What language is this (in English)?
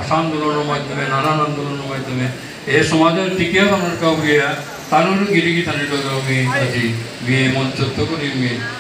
Bishnupriya